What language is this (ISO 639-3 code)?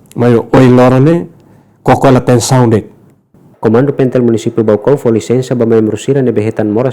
tet